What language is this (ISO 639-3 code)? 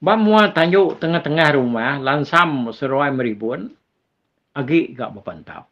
iba